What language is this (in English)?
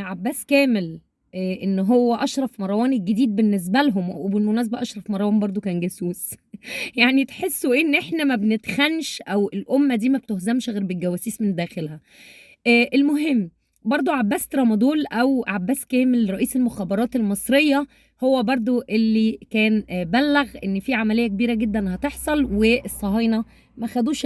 Egyptian Arabic